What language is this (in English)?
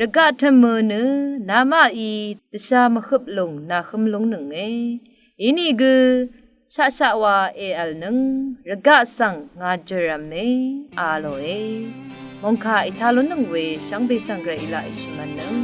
Rawang